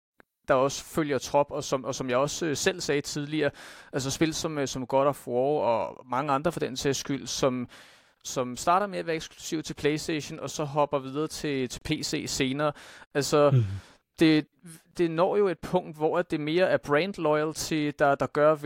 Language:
Danish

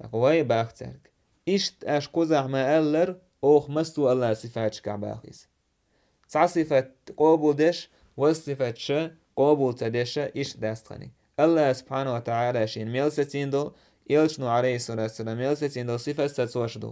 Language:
Chechen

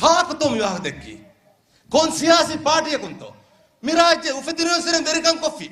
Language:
Divehi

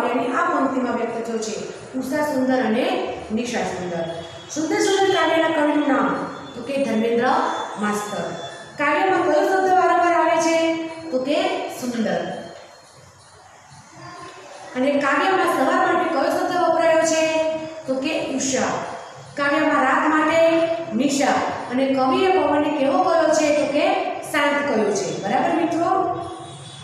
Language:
Gujarati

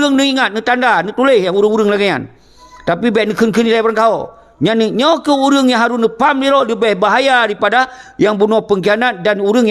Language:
Achinese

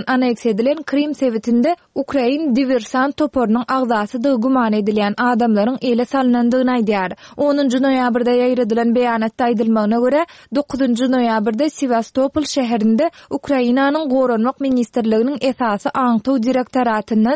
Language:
Turkmen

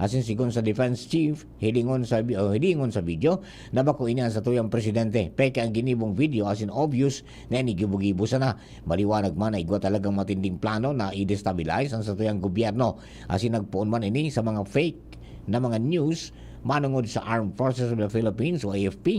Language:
Bikol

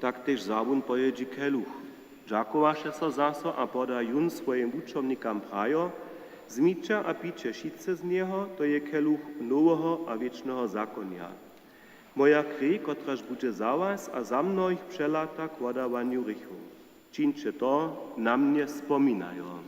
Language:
Upper Sorbian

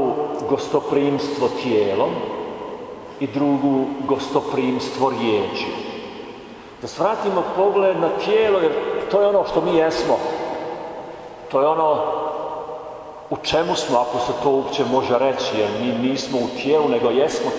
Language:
Croatian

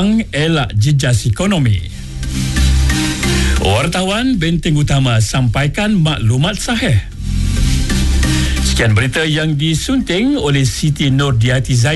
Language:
Malay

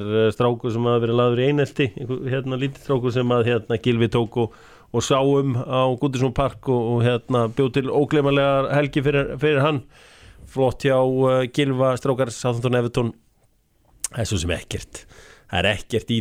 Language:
Icelandic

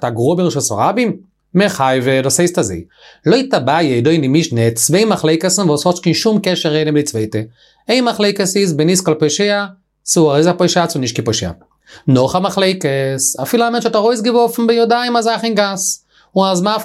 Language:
Yiddish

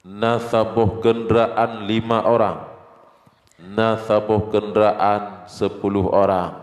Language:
Achinese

